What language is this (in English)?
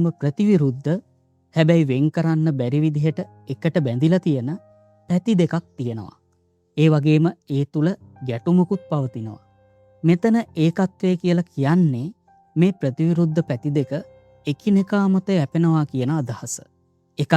Sinhala